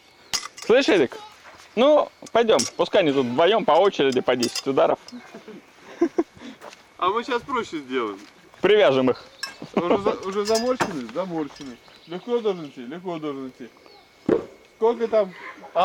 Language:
Russian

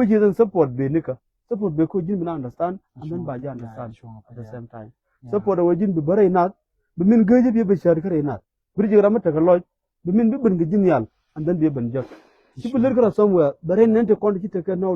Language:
Nuer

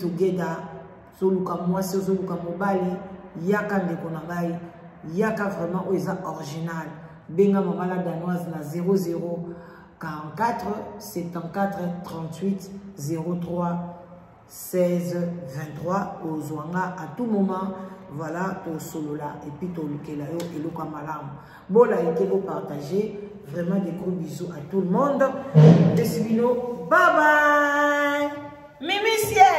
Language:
Lingala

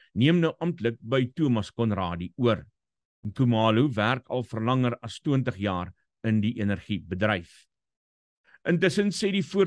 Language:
Afrikaans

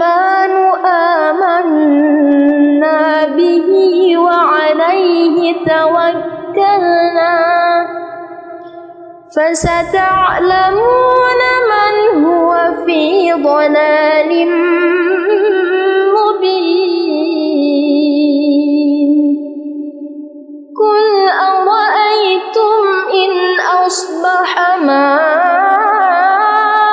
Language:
Arabic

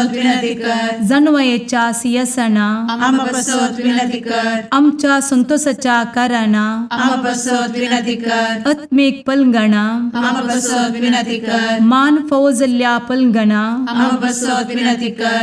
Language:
Konkani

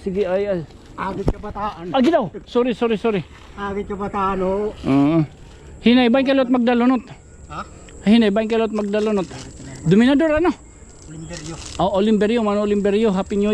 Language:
Waray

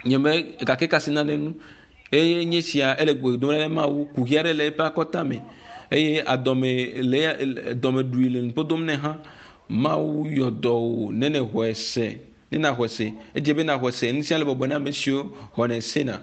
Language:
Ewe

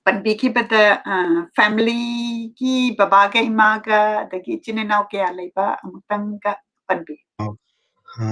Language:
Manipuri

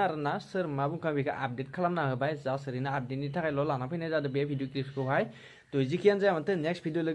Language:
Bodo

